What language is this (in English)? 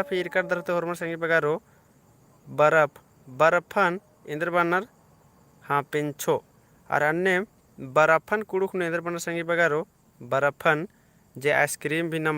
Kurukh